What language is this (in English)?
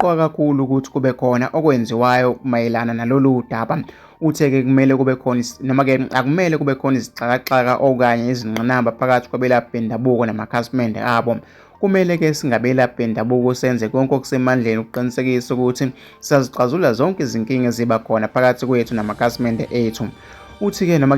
Zulu